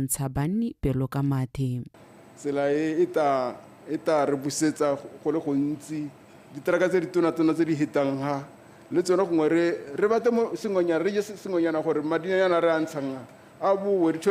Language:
Tswana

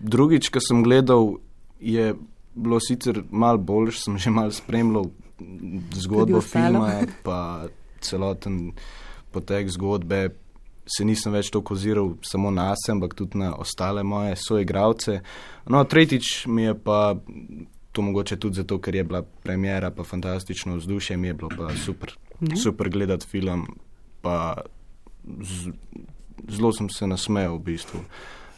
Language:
Slovenian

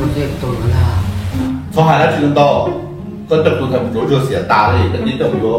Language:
Hmong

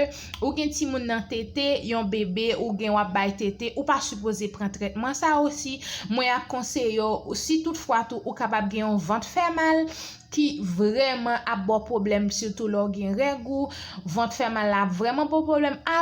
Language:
Haitian Creole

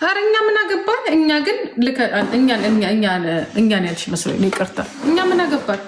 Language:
Amharic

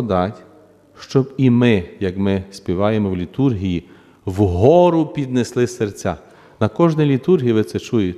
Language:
Ukrainian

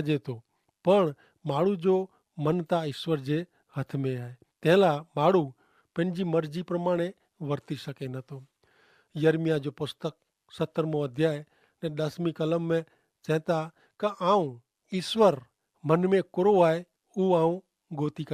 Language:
Kachhi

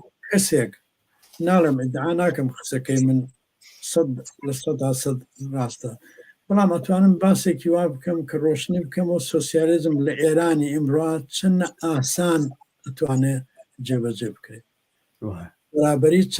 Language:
Central Kurdish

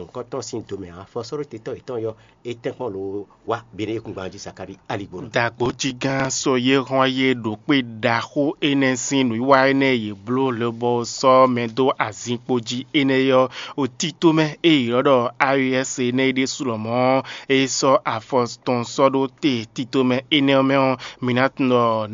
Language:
Fon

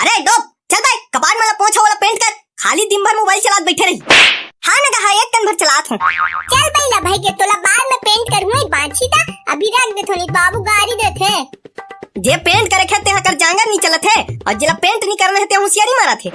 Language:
Chhattisgarhi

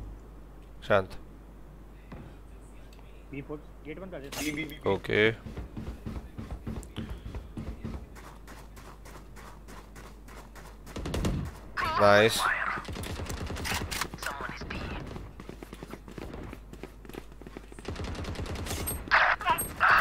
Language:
Hindi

